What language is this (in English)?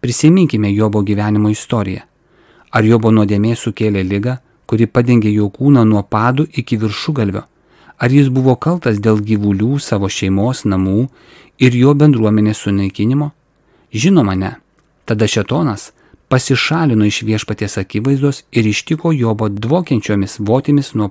Lithuanian